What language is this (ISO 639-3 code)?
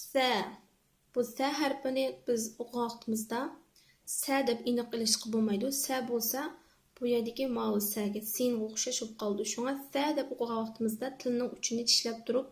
uig